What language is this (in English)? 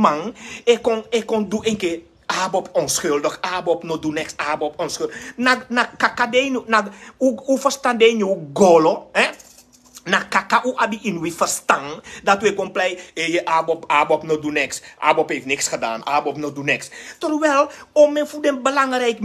Sranan Tongo